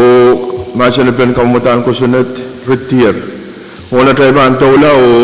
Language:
Pohnpeian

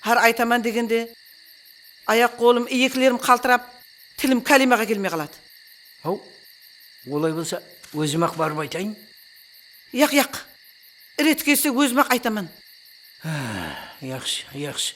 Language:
Kara-Kalpak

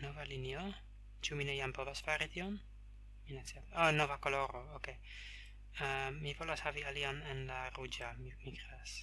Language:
Esperanto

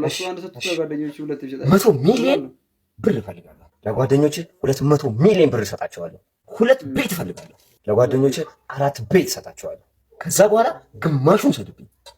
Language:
Amharic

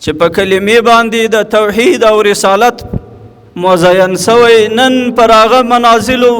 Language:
Pashto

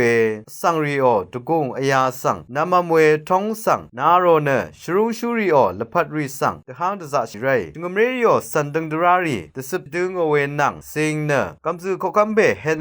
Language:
Rawang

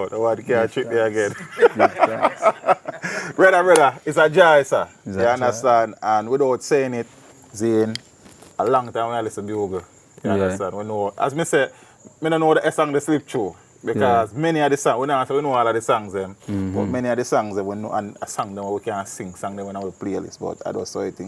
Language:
Jamaican Creole English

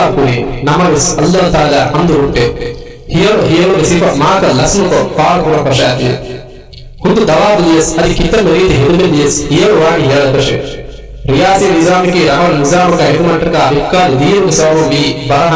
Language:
Divehi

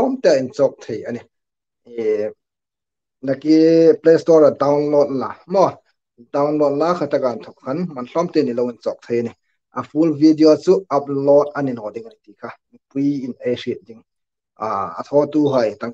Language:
Hmar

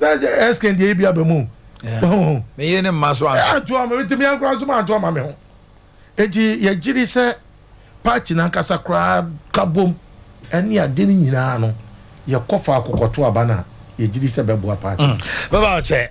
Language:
Akan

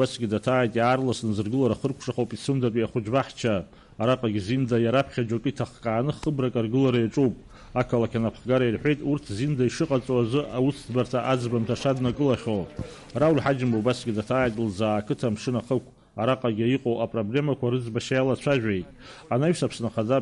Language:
Abkhazian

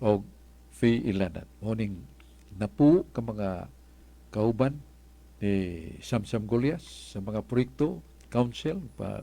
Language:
Cebuano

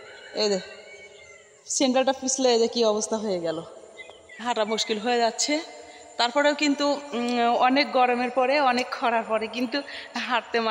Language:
Bangla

